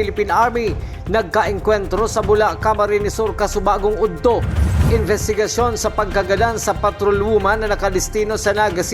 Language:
Bikol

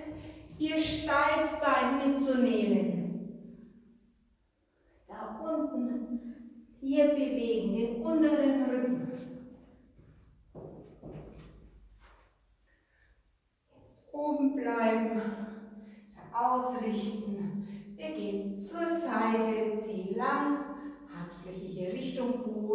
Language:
German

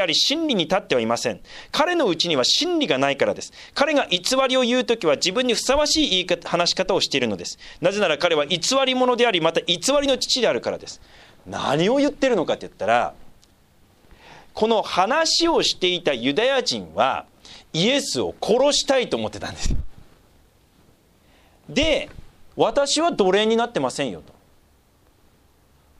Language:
Japanese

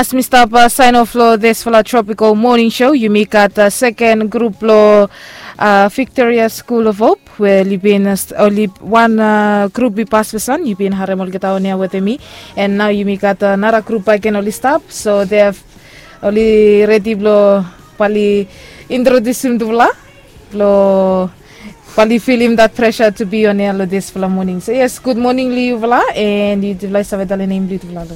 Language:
Bislama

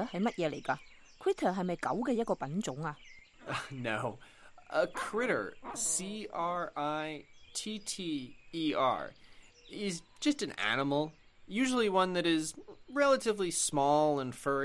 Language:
Cantonese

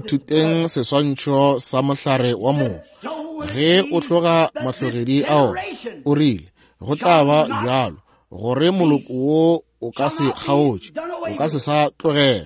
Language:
Northern Sotho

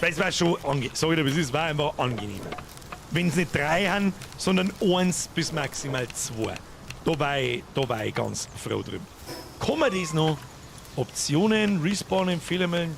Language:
Bavarian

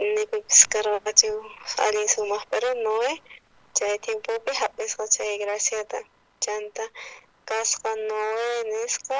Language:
South Bolivian Quechua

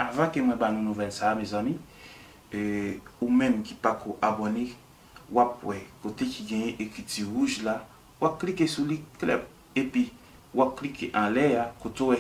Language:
Haitian Creole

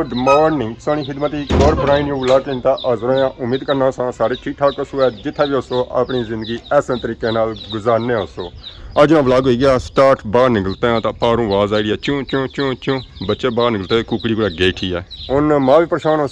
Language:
Pahari-Potwari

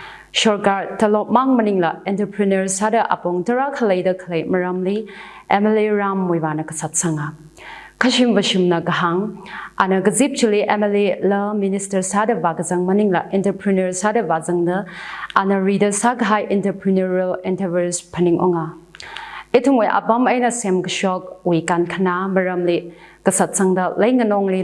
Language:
Tangkhul Naga (India)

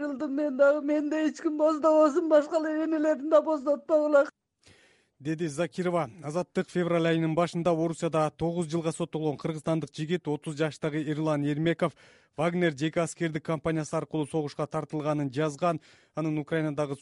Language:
Kyrgyz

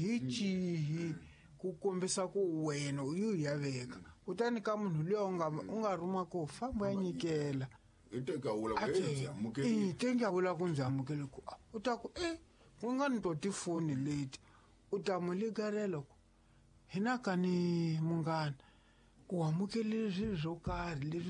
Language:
Tsonga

